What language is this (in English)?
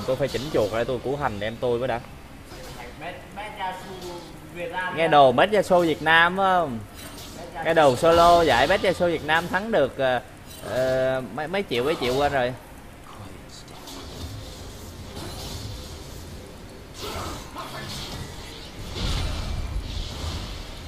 Vietnamese